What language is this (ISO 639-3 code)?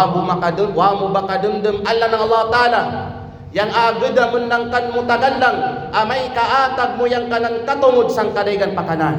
kqe